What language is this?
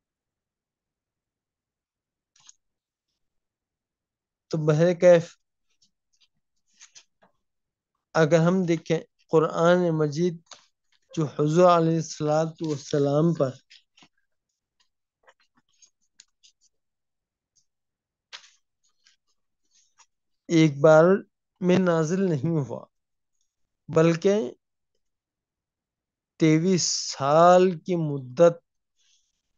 Urdu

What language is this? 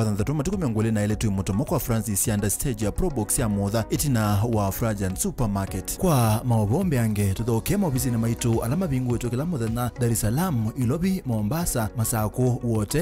Kamba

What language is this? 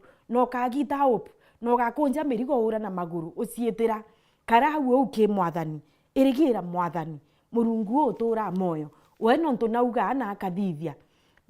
Meru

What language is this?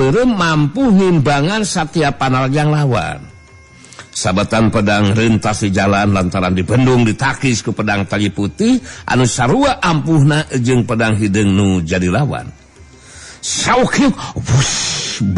Sundanese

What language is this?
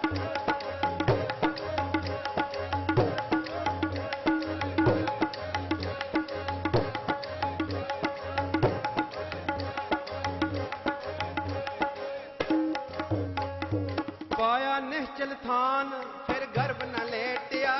Punjabi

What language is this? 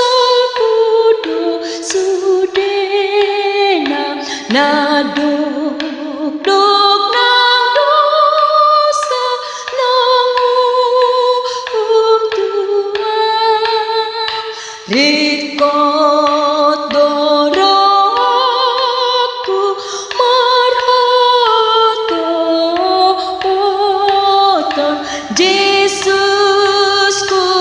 Batak Toba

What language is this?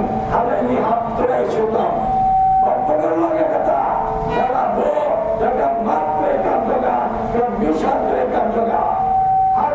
Khasi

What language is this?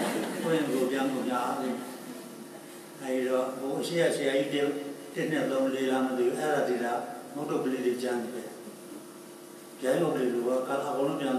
Burmese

